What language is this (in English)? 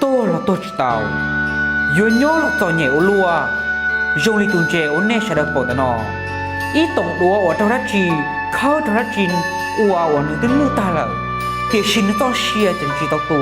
Hmong